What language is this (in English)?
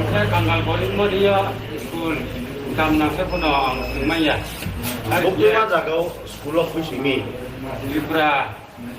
Riang (India)